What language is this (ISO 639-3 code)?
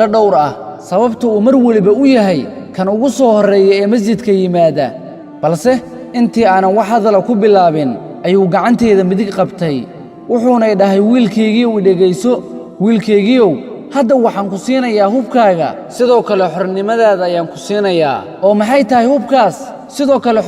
som